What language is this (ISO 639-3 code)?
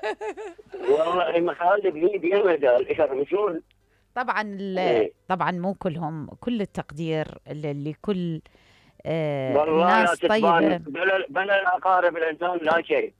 acm